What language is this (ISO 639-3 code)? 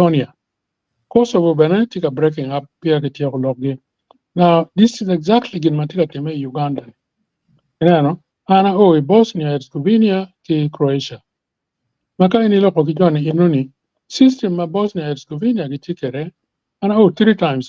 ach